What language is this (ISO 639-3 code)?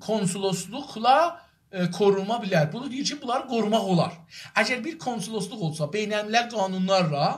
azb